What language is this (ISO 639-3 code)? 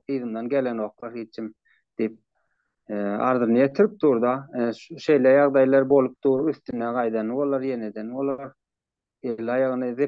tuk